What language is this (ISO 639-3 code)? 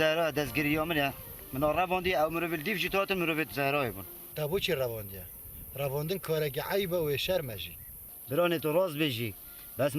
kur